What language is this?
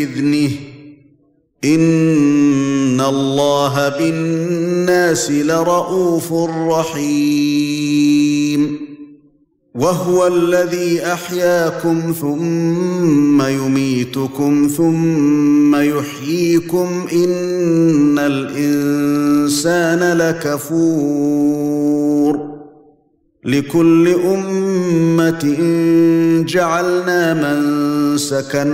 Arabic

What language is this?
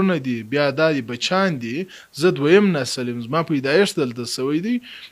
Pashto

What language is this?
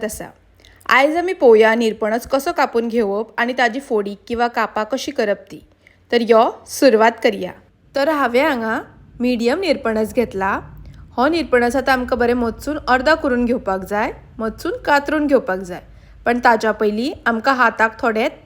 Konkani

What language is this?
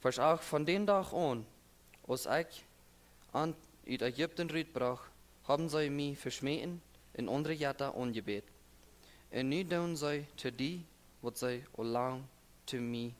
Plautdietsch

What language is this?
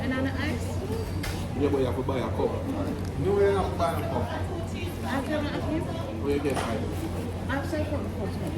Jamaican Creole English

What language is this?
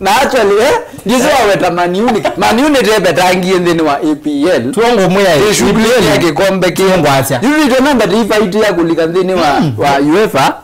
Kamba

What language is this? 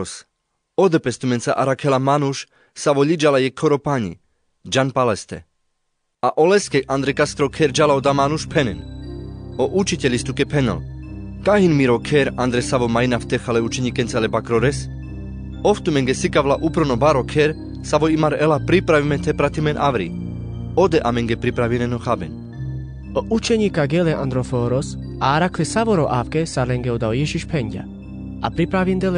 Carpathian Romani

